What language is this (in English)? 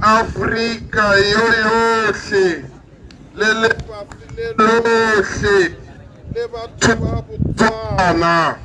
Tswana